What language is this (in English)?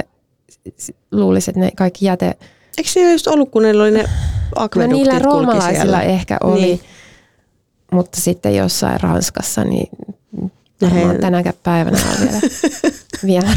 Finnish